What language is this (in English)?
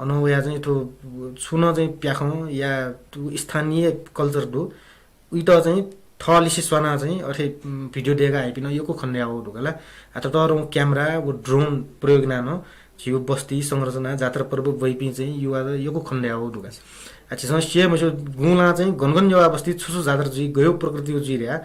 Newari